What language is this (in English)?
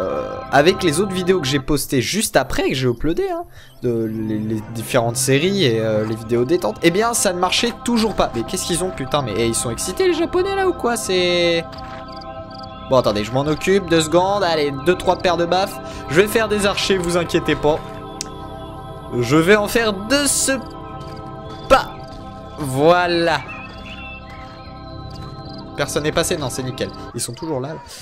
French